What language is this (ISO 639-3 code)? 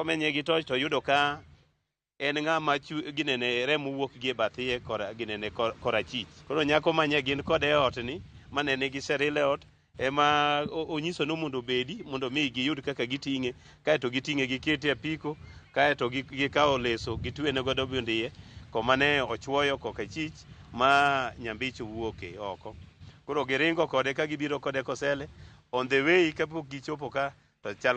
luo